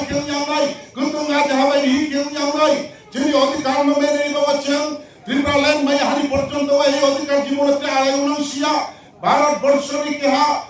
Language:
Riang (India)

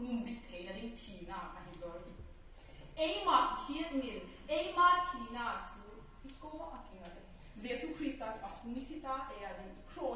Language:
Vaiphei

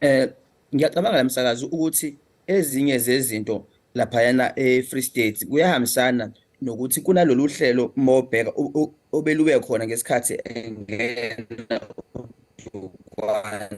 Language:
Zulu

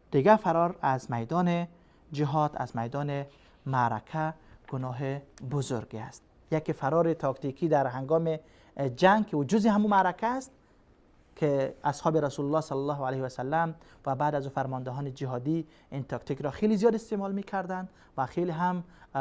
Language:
Persian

